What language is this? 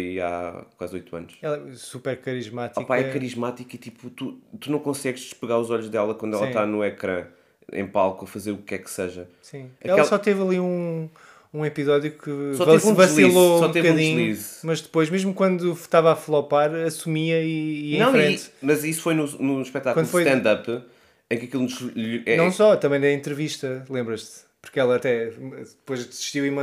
Portuguese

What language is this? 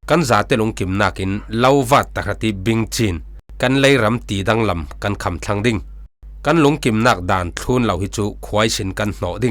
Falam Chin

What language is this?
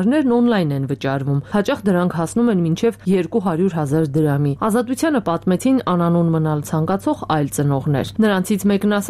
Armenian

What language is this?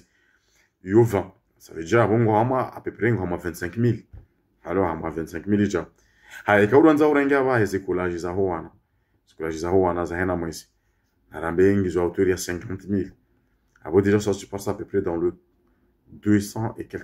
Ngazidja Comorian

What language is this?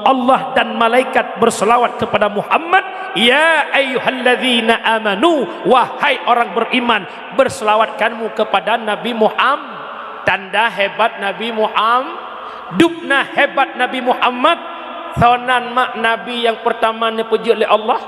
Achinese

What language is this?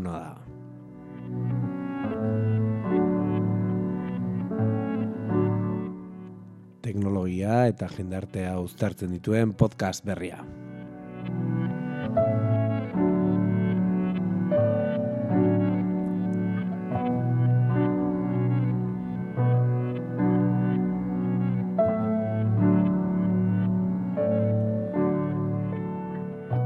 Basque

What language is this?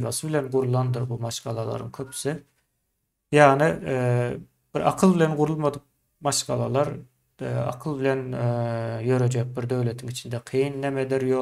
Turkmen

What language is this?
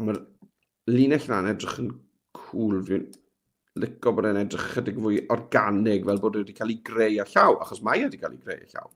Welsh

